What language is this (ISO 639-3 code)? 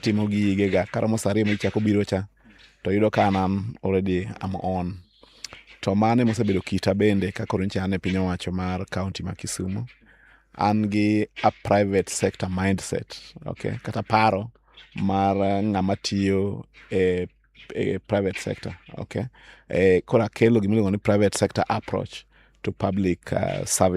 luo